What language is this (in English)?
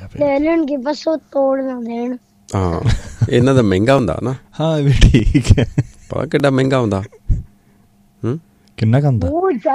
Punjabi